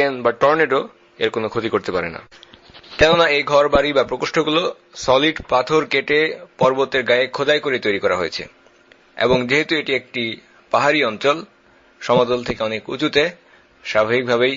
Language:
Bangla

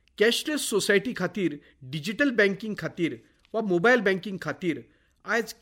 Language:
Konkani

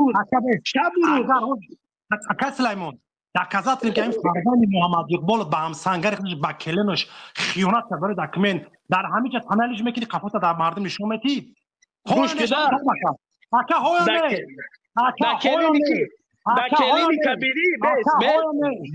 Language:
Tajik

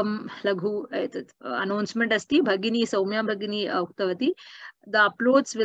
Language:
Sanskrit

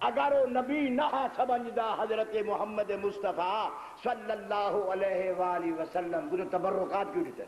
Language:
Saraiki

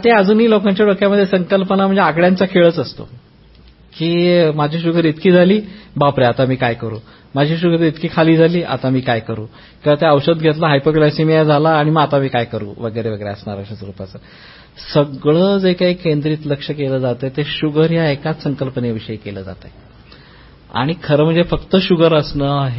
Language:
Marathi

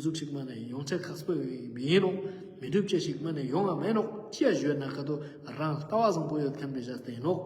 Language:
Ladakhi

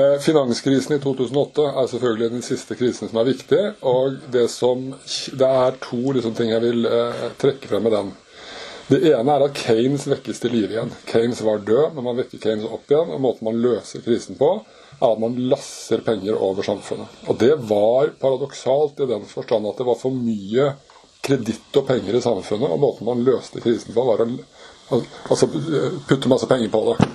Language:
Norwegian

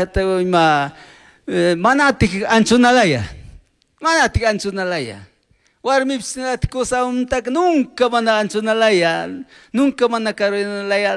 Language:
Chimborazo Highland Quichua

